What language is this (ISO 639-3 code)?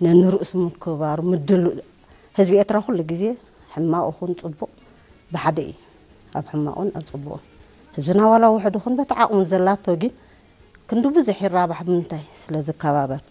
tir